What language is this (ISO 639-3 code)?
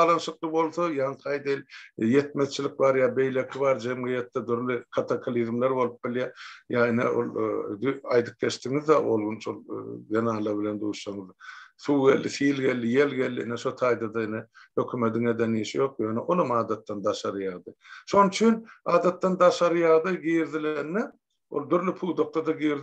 tuk